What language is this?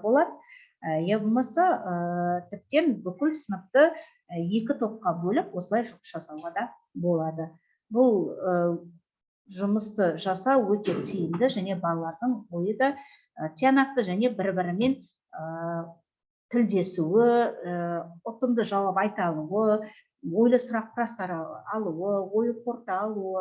Kazakh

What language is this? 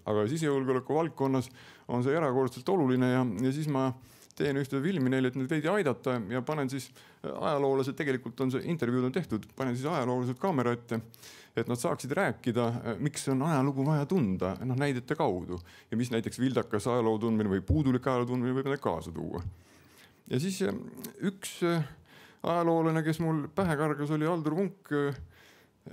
Estonian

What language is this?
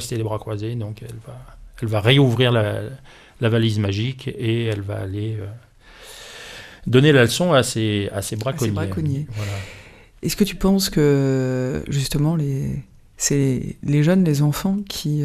French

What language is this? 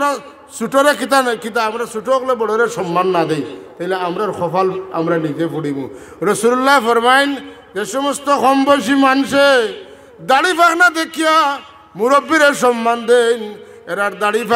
Sylheti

